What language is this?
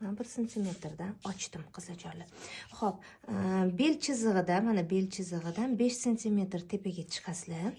Uzbek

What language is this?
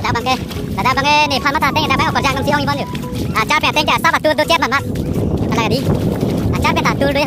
Karbi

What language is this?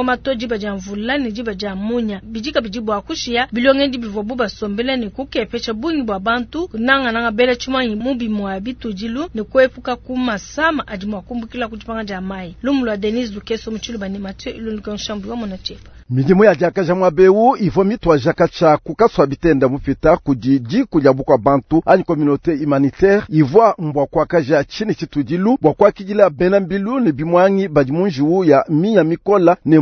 Luba-Lulua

